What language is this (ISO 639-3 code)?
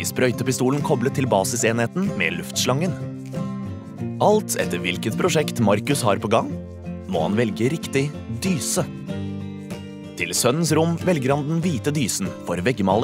nor